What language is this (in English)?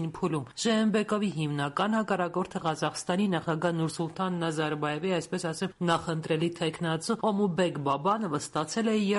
Armenian